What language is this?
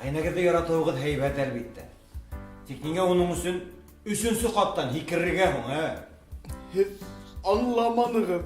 Bashkir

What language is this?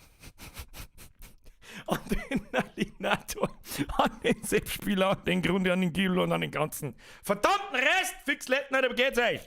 Bavarian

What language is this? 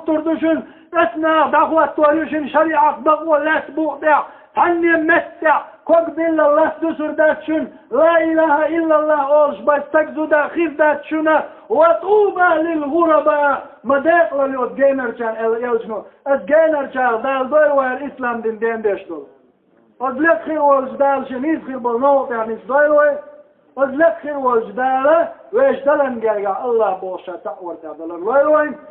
Chechen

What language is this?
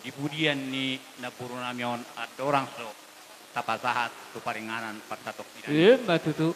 Batak Toba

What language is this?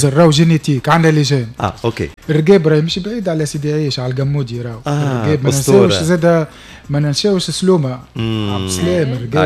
Tunisian Arabic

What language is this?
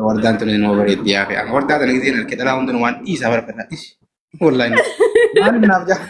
Oromo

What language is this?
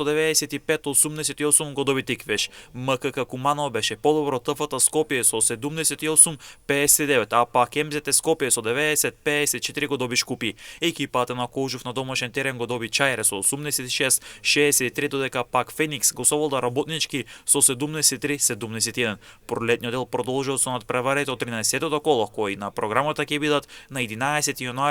Macedonian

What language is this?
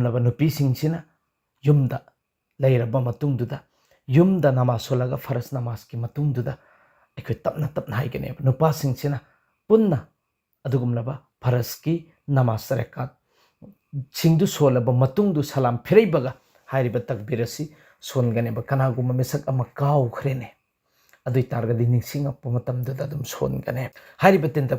Manipuri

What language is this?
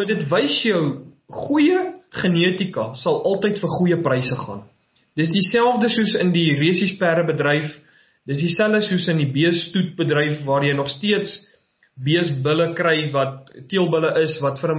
Afrikaans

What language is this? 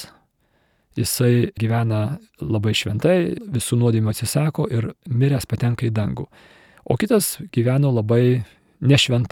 Lithuanian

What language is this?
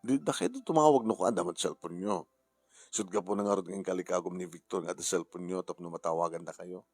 Iloko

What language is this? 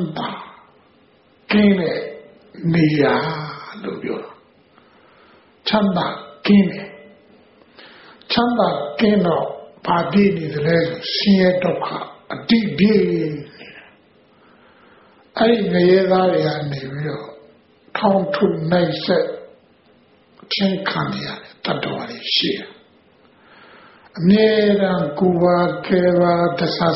Burmese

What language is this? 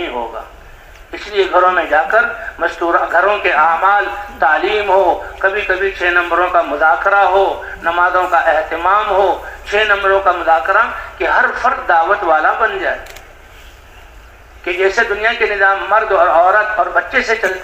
Urdu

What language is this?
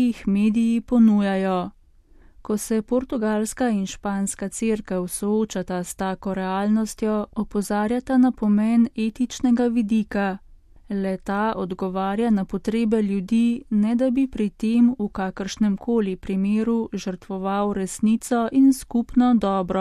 Slovenian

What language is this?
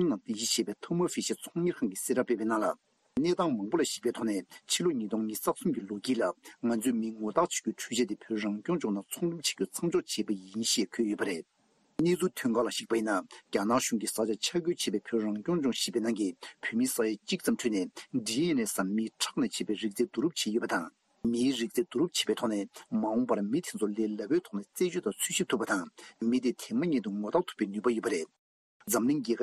Tibetan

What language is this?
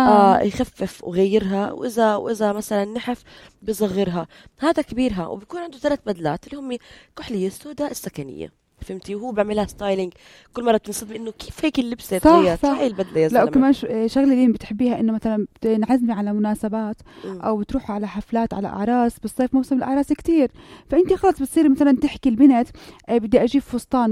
North Levantine Arabic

